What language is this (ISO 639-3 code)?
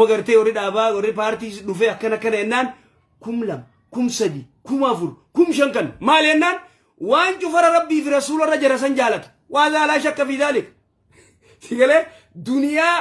orm